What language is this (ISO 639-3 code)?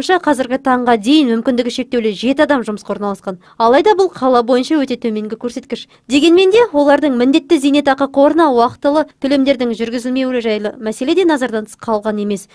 kaz